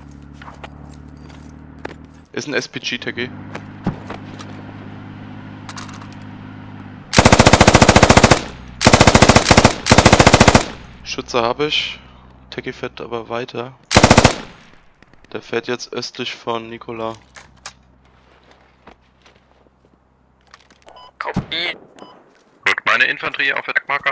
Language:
German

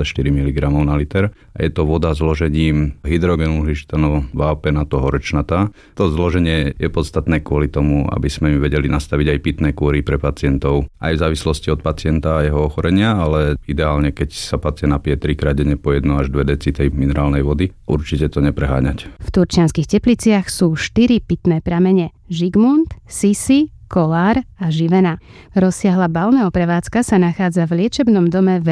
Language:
Slovak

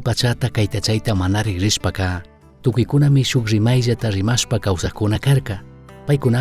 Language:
Chimborazo Highland Quichua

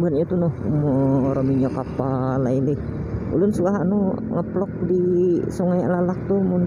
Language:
Banjar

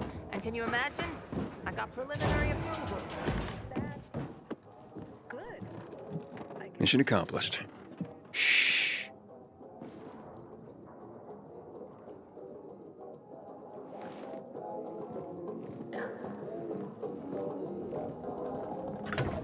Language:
Slovak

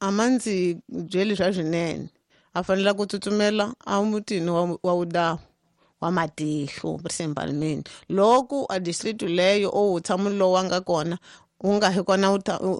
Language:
Tsonga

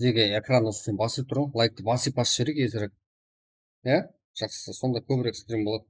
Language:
Kara-Kalpak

